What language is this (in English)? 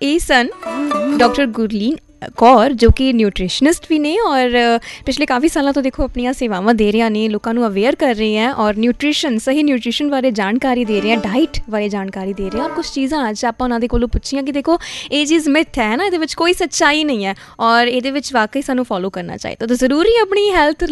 Punjabi